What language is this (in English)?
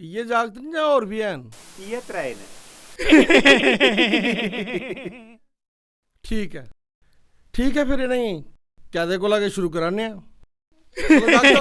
Dogri